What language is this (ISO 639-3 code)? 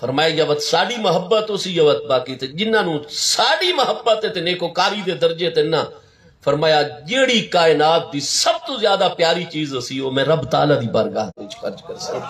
skr